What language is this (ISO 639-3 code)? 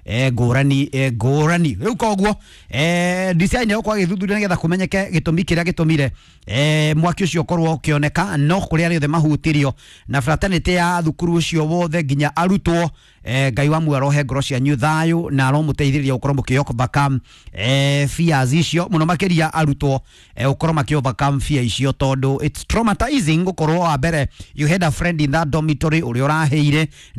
kik